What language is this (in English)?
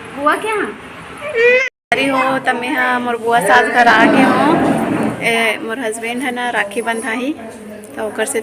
Chhattisgarhi